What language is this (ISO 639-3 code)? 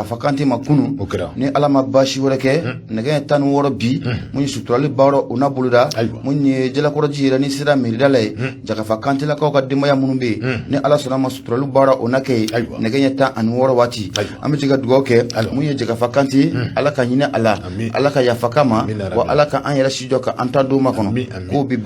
bam